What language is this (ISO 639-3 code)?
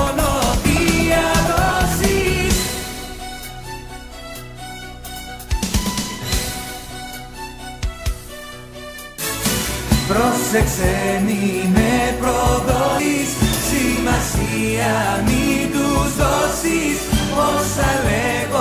ell